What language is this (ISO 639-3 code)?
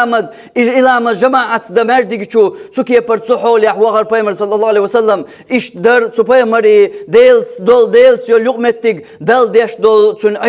che